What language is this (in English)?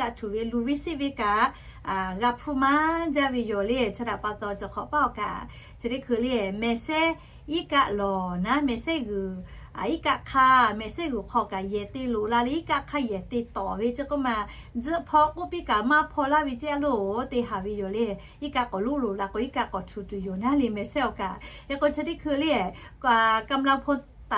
Lahu